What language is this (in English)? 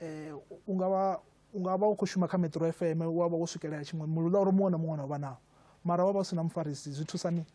Venda